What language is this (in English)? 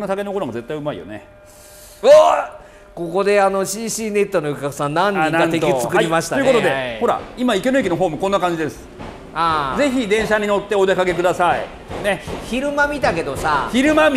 Japanese